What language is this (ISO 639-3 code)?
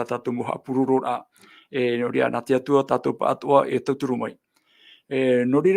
tah